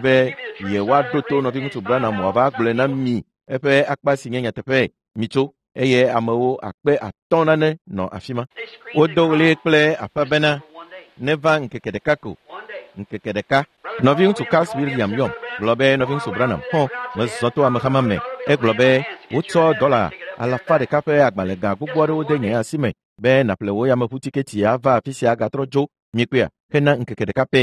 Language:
Ewe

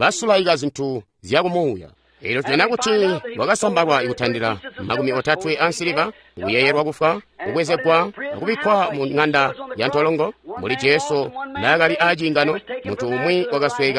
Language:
Tonga (Zambia)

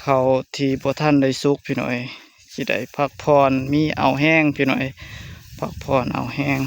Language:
Lao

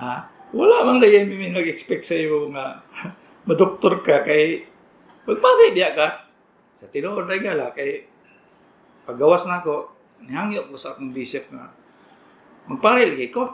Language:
Cebuano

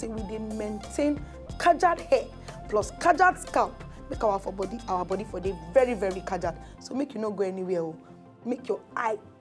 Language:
Nigerian Pidgin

